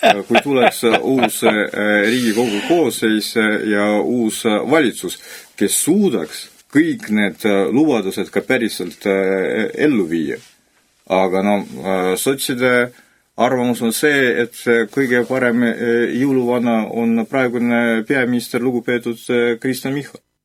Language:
Estonian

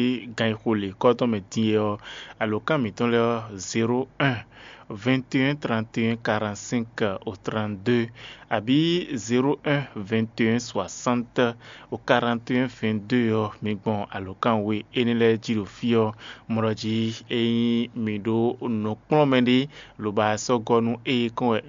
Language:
Fon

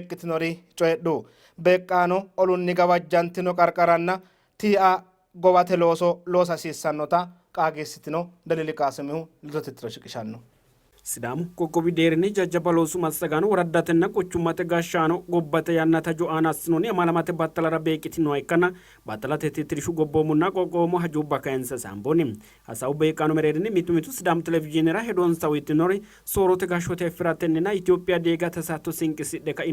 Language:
Sidamo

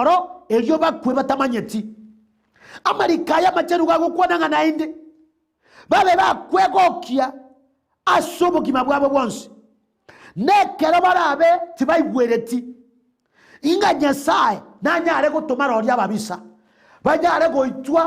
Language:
Gusii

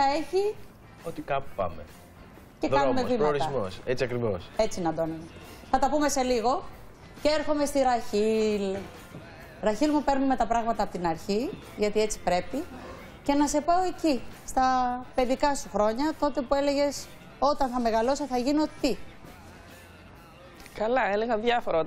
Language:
Greek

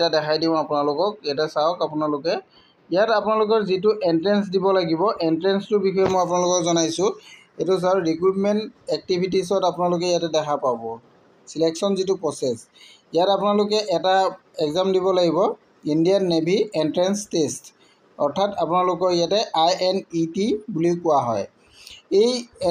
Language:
Assamese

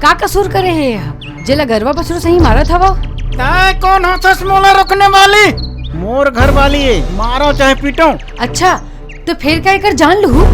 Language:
Chhattisgarhi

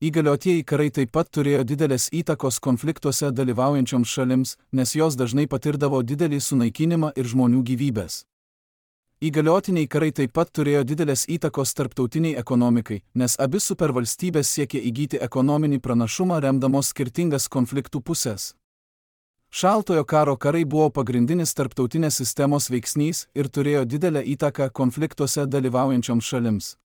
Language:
Lithuanian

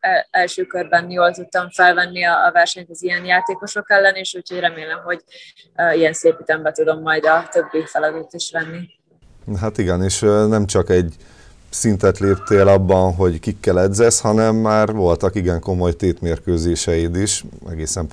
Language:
Hungarian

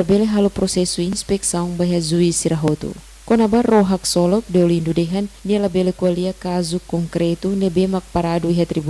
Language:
Tetum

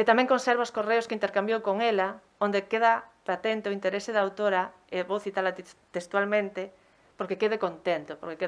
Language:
Galician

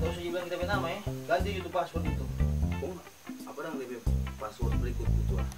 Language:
Manado Malay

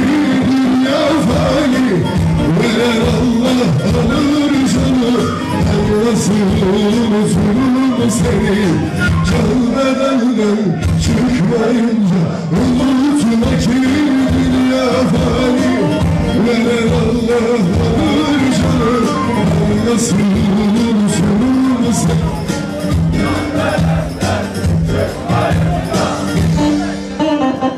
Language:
Turkish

